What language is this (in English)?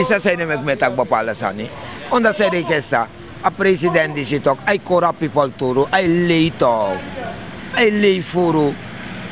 Sranan Tongo